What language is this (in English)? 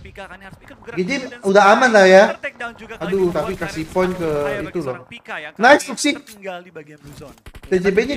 Indonesian